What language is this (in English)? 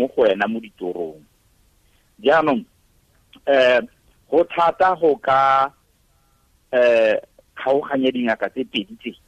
Tswana